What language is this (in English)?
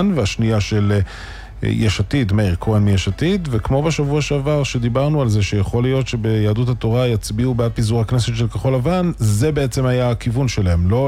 Hebrew